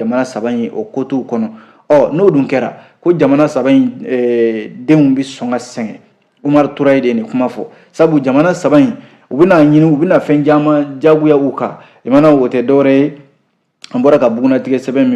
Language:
Bambara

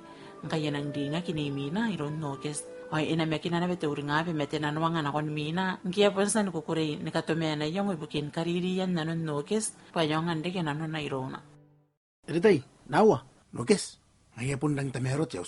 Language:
Gilbertese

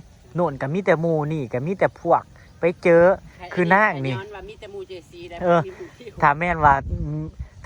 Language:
Northeastern Thai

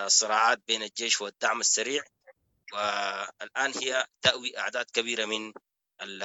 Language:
Sudanese Arabic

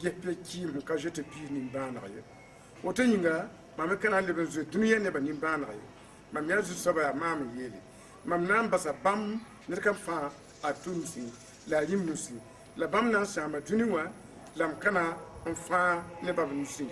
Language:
Mossi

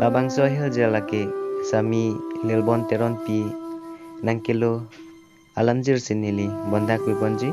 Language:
Karbi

